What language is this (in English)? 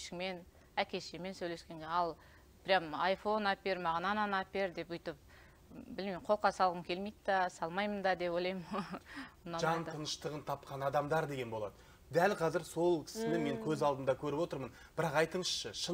Kazakh